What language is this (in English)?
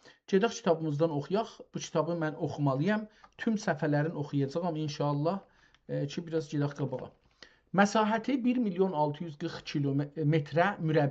South Azerbaijani